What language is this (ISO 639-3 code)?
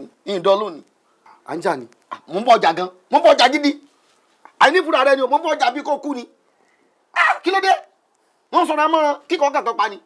yor